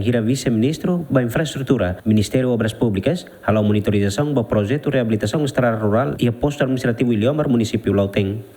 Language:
Tetum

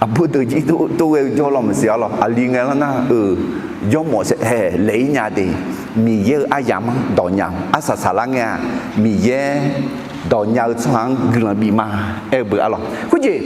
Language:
Akha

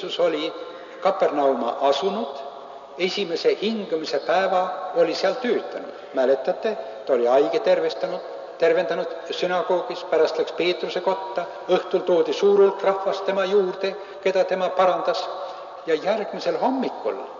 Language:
Estonian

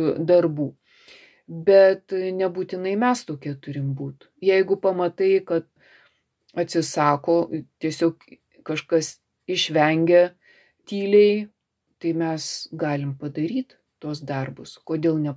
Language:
Lithuanian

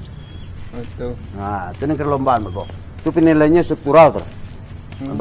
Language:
Minangkabau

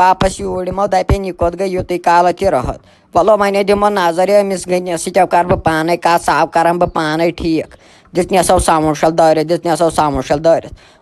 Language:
Kashmiri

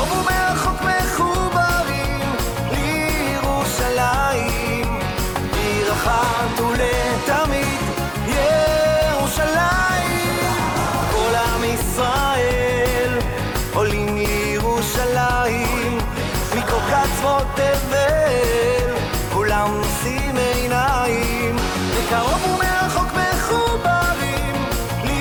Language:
Hebrew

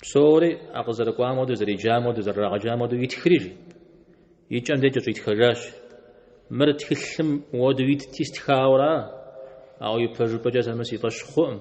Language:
Kabardian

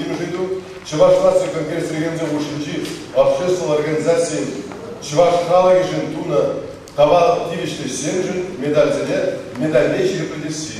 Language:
Chuvash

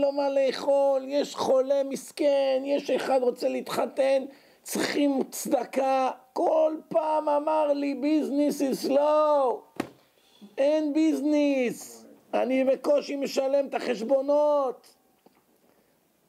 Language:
Hebrew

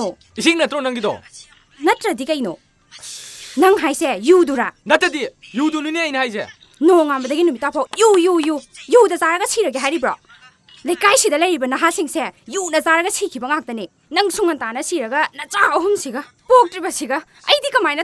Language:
Manipuri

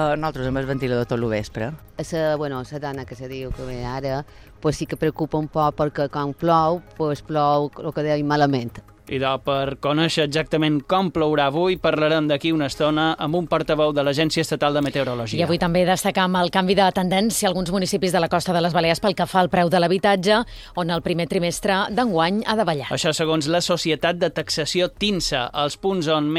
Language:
Catalan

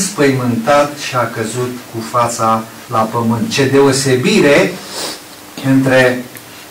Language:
Romanian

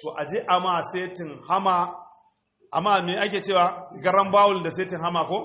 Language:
Hausa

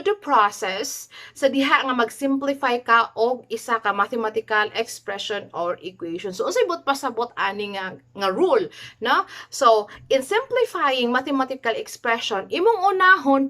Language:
Cebuano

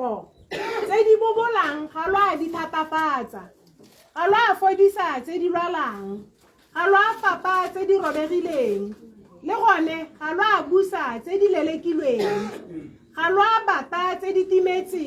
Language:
Tswana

